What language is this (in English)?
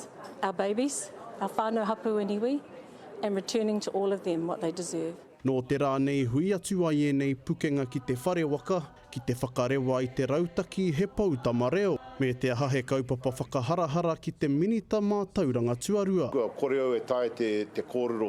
Māori